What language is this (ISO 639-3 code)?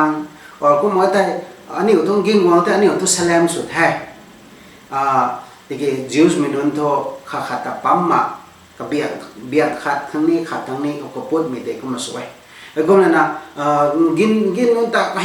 nbu